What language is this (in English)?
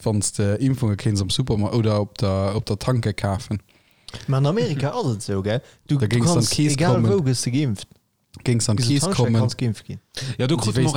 Luxembourgish